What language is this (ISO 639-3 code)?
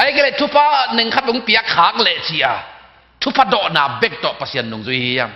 ctd